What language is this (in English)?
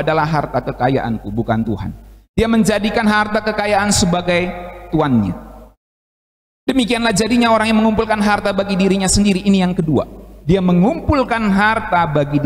Indonesian